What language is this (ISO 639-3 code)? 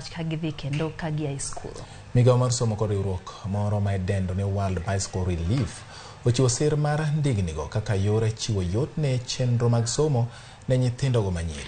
luo